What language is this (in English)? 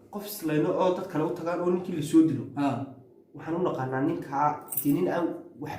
Somali